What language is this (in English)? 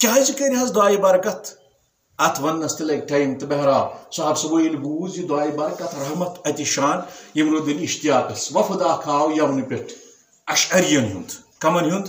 Kashmiri